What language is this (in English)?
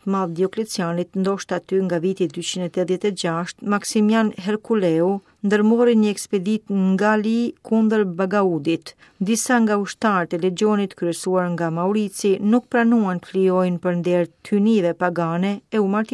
Albanian